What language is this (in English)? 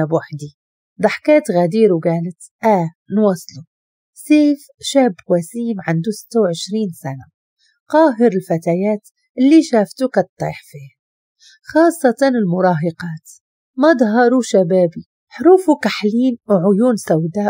Moroccan Arabic